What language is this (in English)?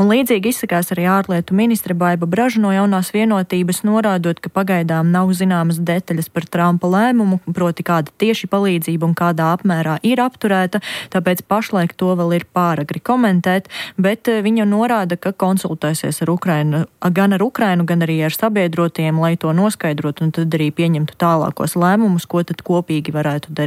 Latvian